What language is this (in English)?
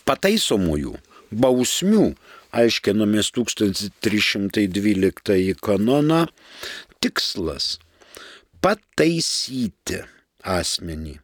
Lithuanian